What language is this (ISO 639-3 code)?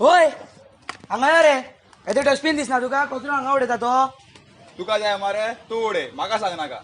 kok